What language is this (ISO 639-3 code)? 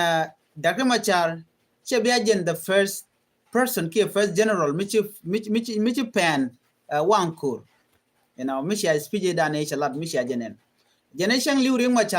nus